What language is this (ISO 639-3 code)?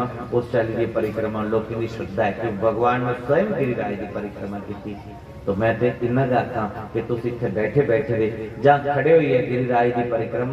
doi